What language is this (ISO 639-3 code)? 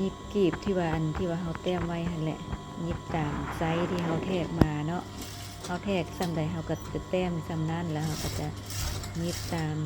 lao